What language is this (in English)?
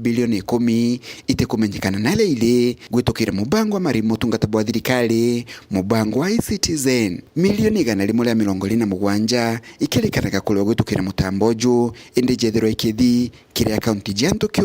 Meru